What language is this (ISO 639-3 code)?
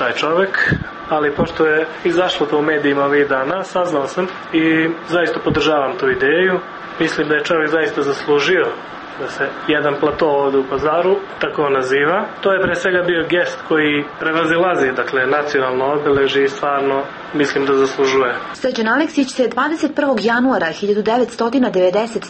srp